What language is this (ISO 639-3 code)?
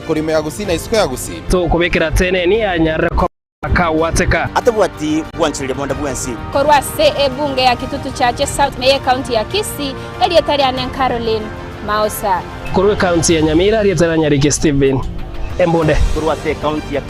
guz